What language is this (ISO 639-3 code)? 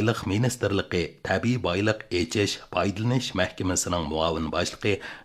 uig